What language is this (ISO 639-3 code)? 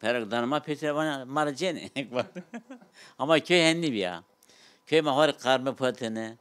zza